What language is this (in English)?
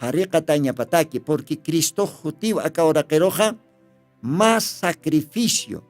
Aymara